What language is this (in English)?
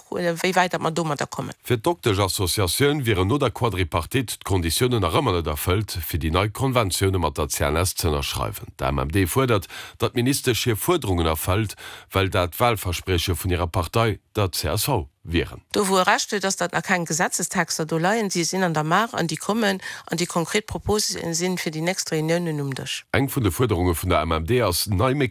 Luxembourgish